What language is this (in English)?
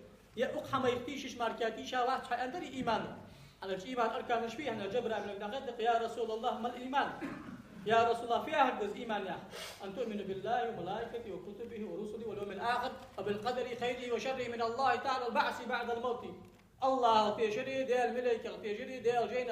Ingush